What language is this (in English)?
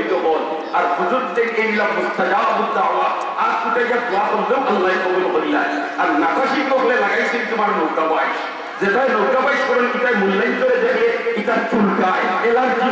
Sylheti